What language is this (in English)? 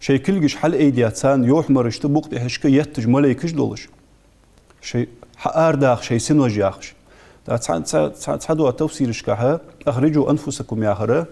Ingush